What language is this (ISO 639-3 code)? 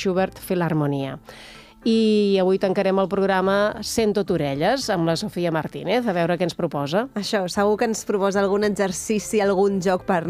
cat